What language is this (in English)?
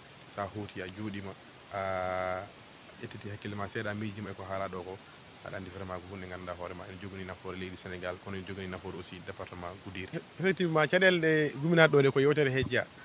Fula